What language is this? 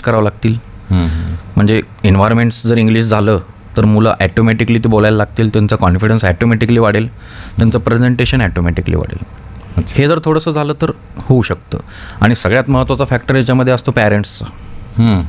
Marathi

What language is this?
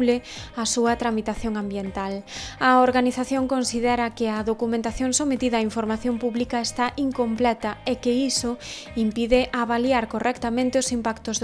Galician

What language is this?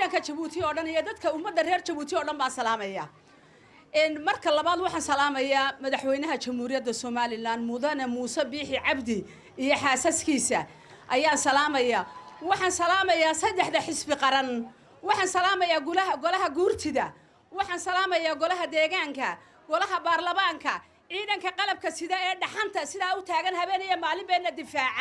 Somali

